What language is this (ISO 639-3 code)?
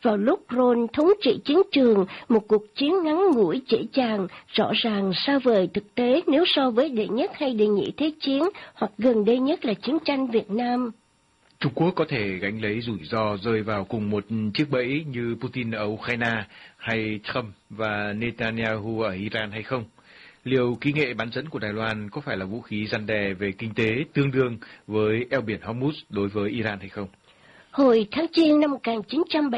vie